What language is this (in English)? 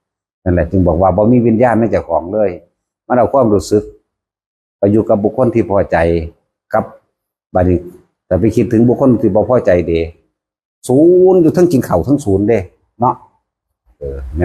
Northeastern Thai